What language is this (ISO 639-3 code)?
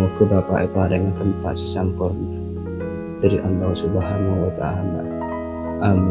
mad